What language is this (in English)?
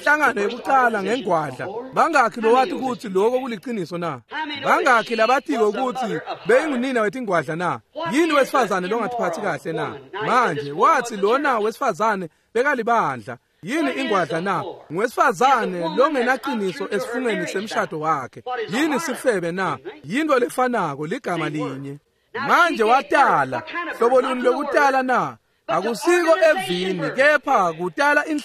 Swati